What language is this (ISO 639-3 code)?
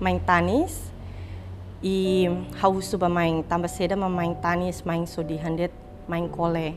tet